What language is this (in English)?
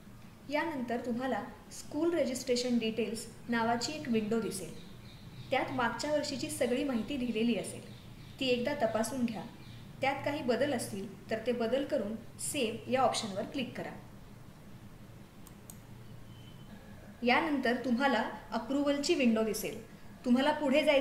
Marathi